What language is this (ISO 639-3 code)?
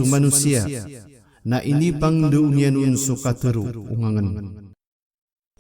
mrw